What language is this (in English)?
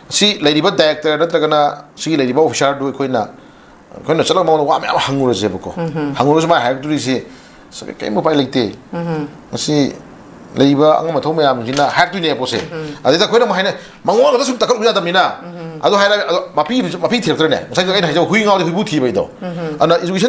Manipuri